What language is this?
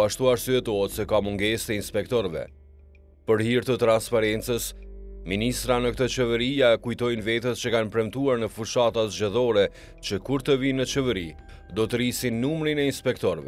Albanian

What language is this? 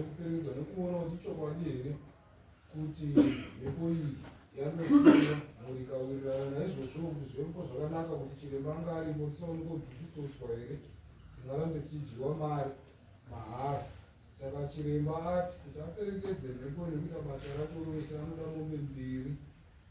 Shona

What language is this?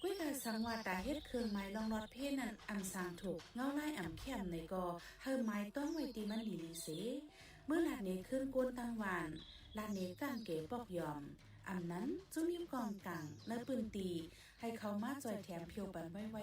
Shan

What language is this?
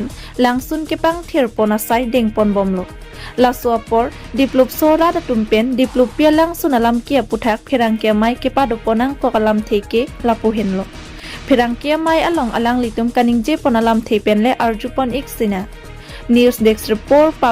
Karbi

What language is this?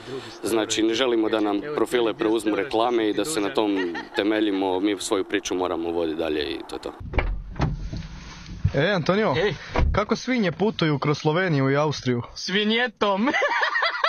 Croatian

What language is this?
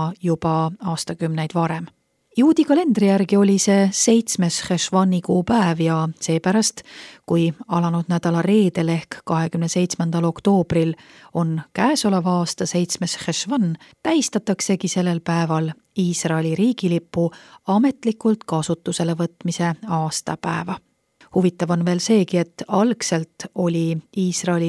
Estonian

